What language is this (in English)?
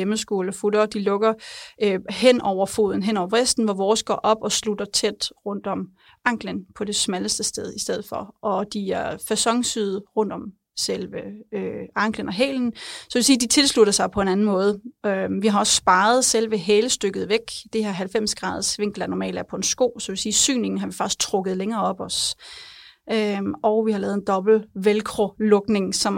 Danish